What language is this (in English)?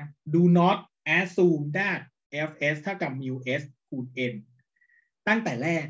Thai